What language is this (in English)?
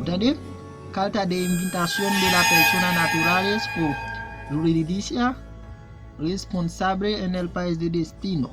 Haitian Creole